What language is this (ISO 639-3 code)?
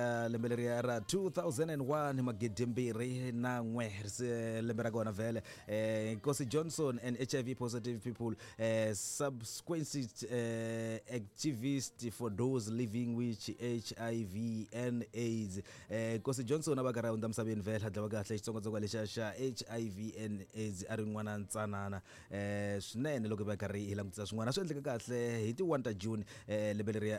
tso